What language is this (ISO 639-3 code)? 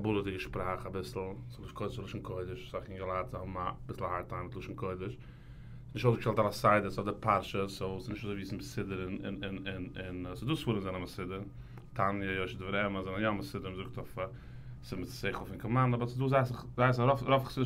yid